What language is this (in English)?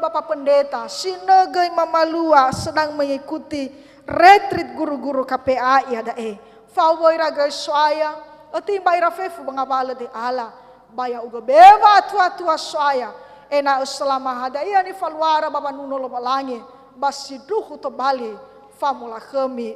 Nias